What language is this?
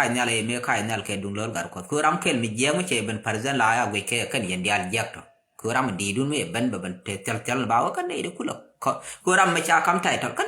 Nuer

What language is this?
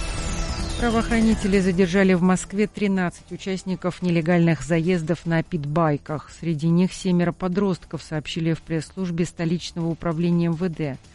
Russian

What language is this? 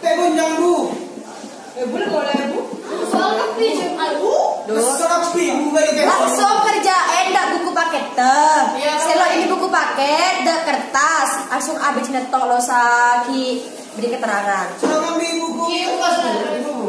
Madurese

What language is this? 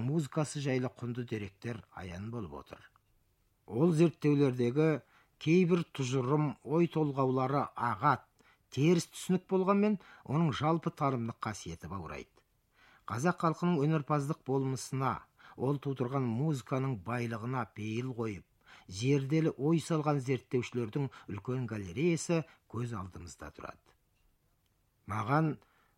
Kazakh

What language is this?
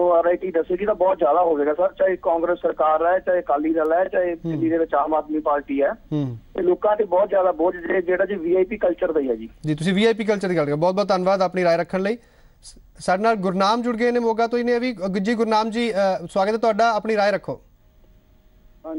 Punjabi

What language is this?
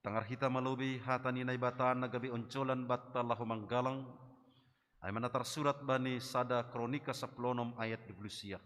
Batak Simalungun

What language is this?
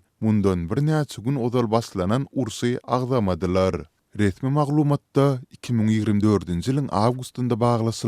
Turkmen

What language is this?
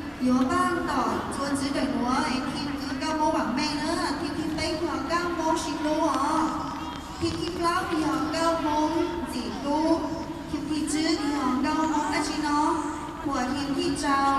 Hmong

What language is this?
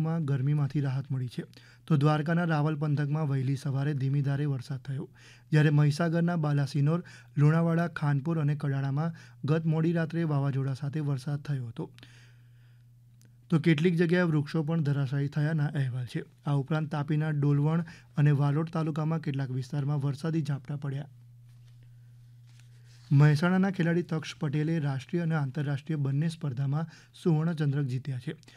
Gujarati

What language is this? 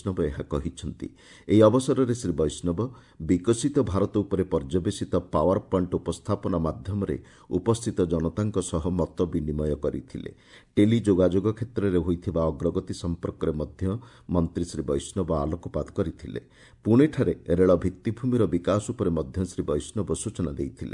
Odia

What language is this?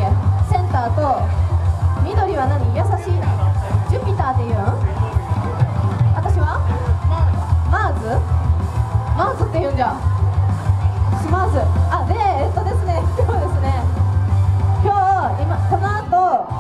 Japanese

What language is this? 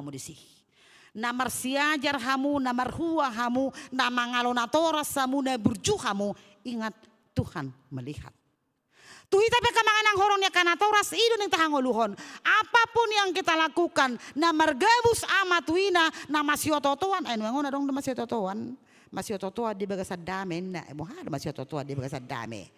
Batak Toba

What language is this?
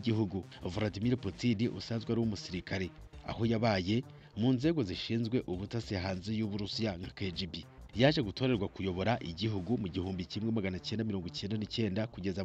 Kinyarwanda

